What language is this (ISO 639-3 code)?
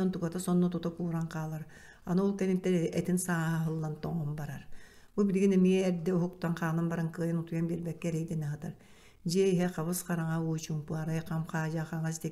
sah